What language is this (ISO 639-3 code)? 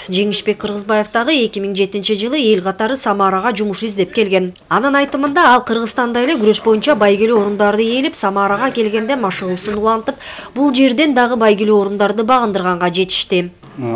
kir